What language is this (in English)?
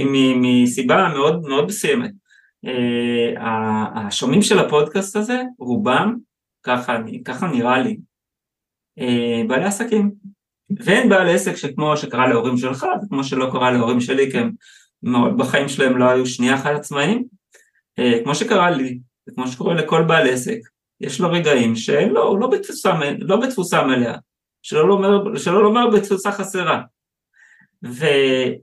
Hebrew